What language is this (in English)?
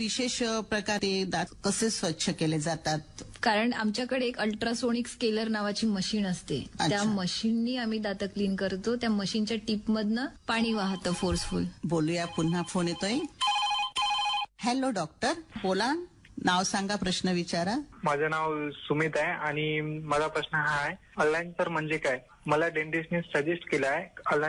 Marathi